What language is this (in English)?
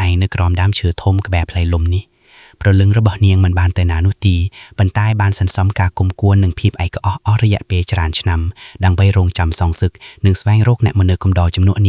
Khmer